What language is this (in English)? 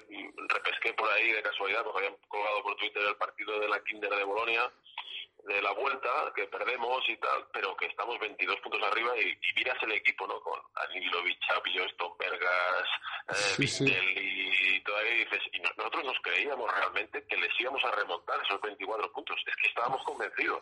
Spanish